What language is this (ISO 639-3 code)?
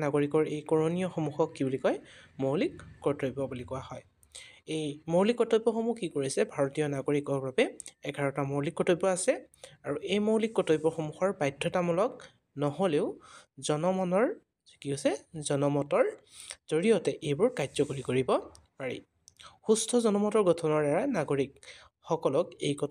asm